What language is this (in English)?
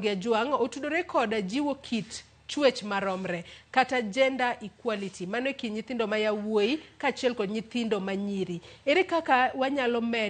Luo (Kenya and Tanzania)